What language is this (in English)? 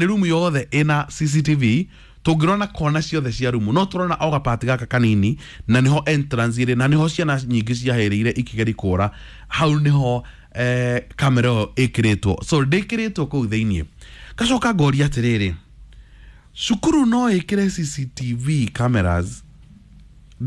Kikuyu